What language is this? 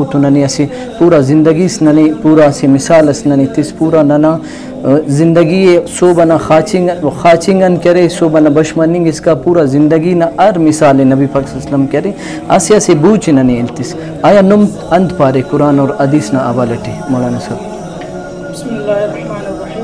Brahui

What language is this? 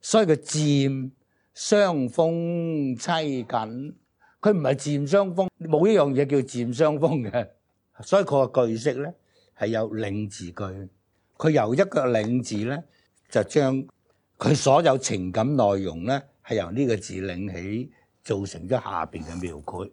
Cantonese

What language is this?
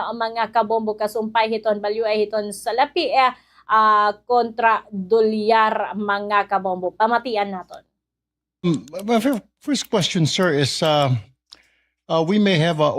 Waray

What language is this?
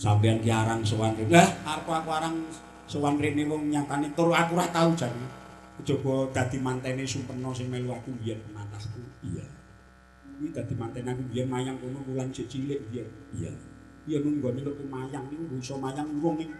Javanese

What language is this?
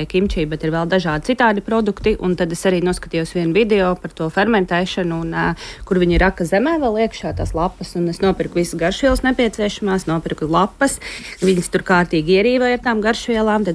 Latvian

